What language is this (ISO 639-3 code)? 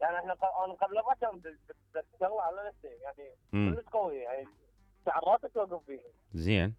acm